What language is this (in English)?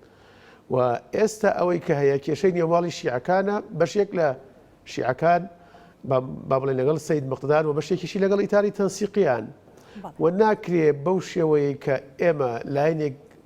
Central Kurdish